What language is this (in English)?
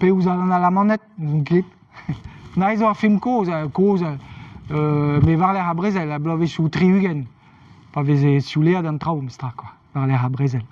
Breton